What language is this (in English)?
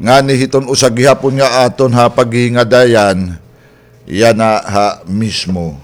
Waray